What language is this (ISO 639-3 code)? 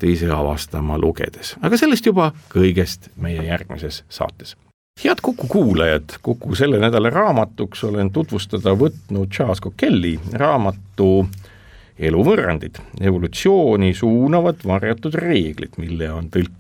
est